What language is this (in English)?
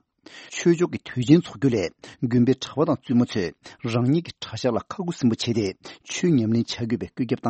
Tibetan